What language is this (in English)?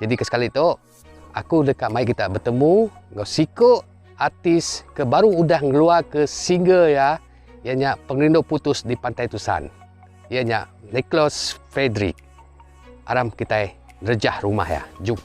Iban